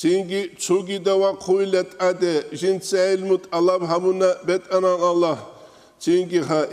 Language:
Avaric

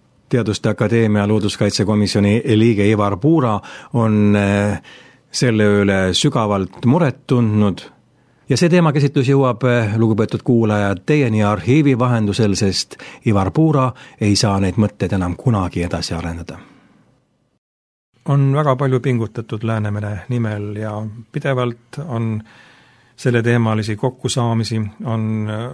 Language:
Estonian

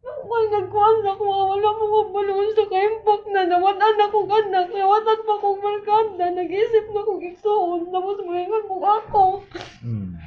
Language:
Cebuano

